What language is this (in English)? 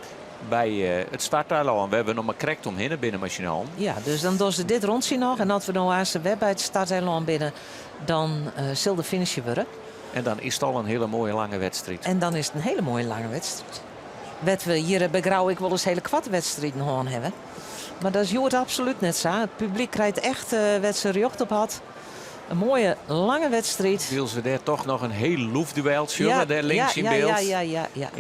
Western Frisian